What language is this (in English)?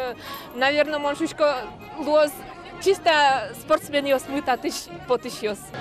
Udmurt